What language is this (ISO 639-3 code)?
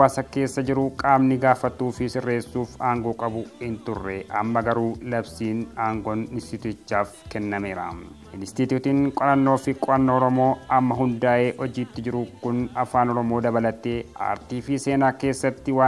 orm